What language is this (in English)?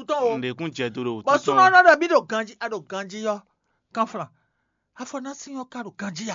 Fon